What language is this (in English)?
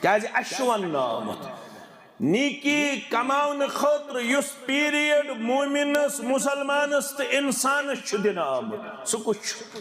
Kashmiri